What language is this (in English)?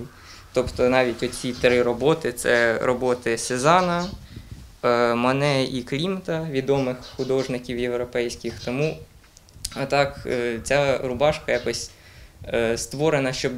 Ukrainian